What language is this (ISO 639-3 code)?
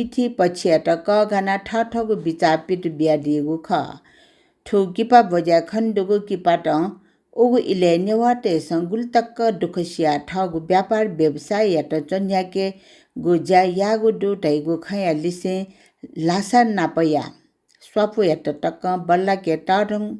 new